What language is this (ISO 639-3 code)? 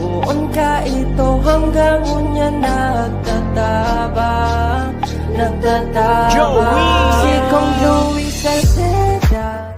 bik